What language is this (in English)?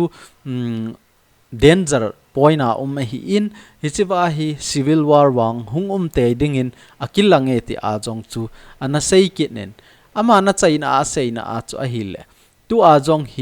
Thado Chin